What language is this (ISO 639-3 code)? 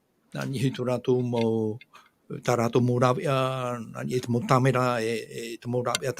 tah